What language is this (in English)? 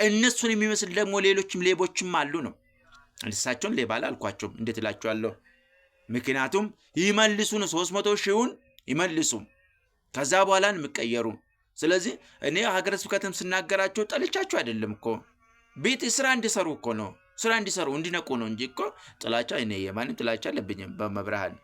Amharic